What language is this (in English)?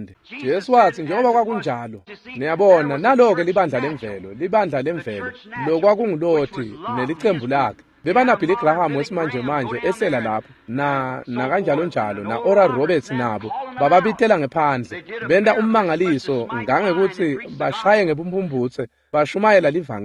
Swati